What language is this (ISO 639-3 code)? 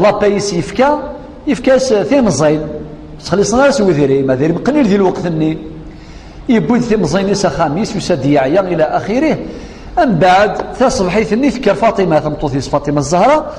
kab